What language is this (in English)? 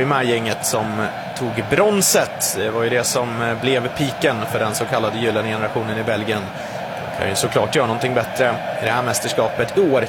Swedish